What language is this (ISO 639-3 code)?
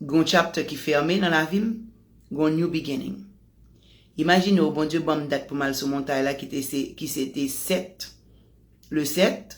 hat